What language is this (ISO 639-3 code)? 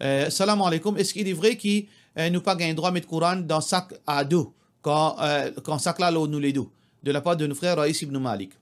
mfe